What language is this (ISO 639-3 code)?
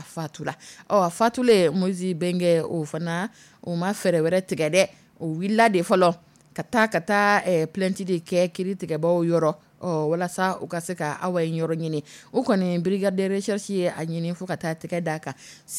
dyu